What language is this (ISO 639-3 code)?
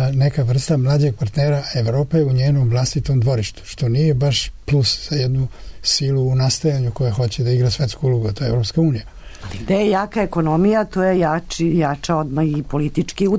srp